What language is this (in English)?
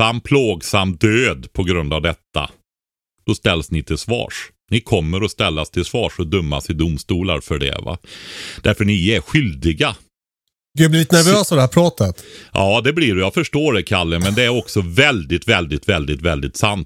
Swedish